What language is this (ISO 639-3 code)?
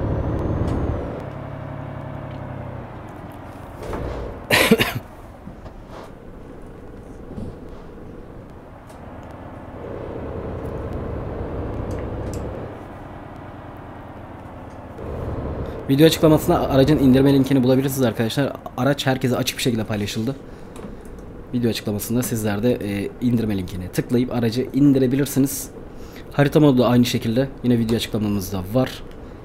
tur